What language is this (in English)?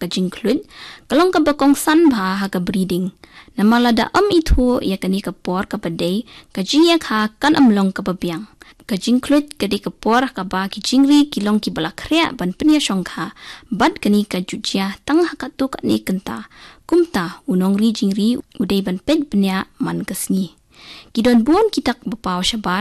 Khasi